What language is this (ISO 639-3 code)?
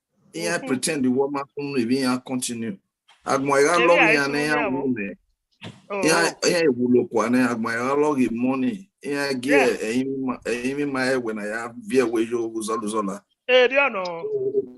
bin